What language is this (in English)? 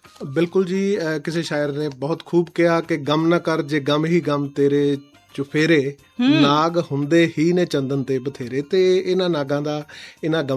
Punjabi